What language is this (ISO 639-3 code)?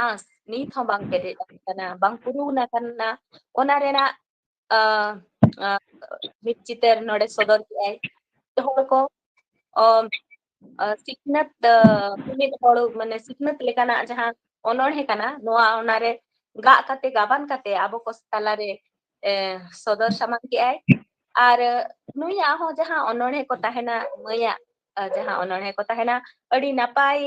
sat